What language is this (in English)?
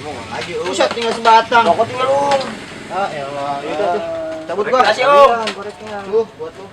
Betawi